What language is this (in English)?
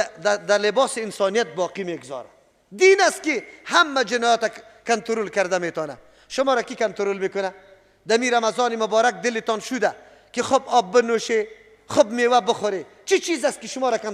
Persian